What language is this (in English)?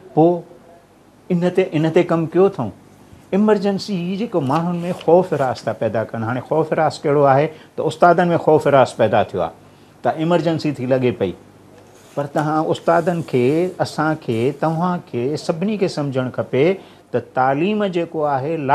Sindhi